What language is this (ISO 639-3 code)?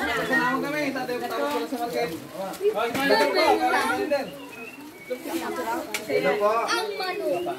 bik